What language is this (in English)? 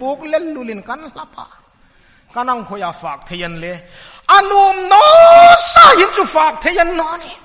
Hmar